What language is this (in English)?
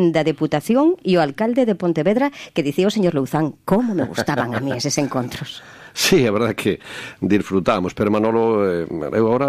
Galician